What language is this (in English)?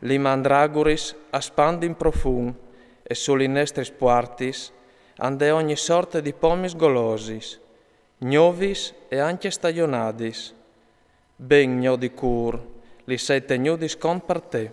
Friulian